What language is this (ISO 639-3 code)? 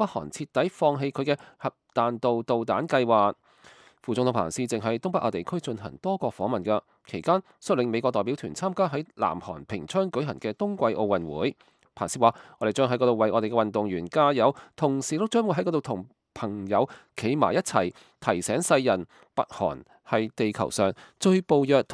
yue